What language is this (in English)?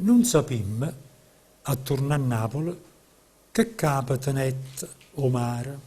Neapolitan